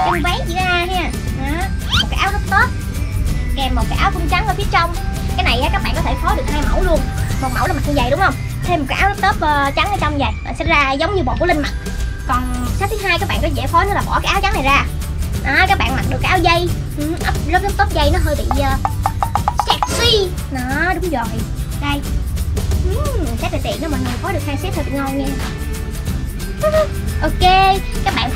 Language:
Vietnamese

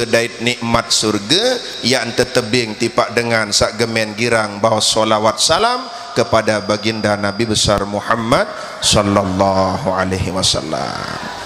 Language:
Sasak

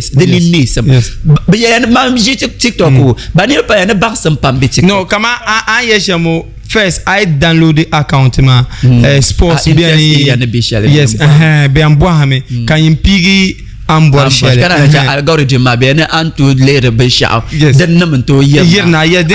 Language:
Dagbani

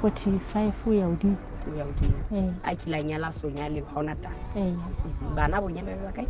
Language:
Southern Sotho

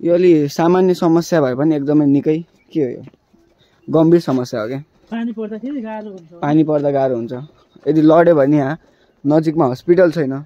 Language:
Nepali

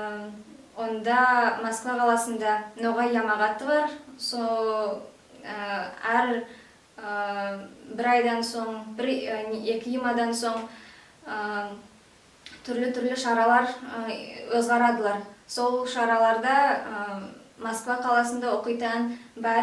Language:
Nogai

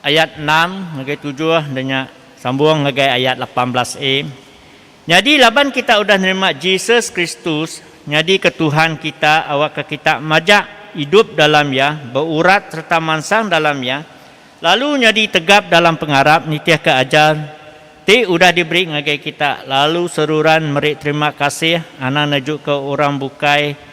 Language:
Iban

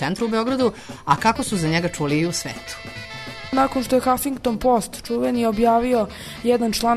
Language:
Serbian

